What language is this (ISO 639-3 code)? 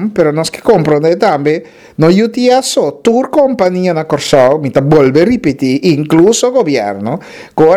pap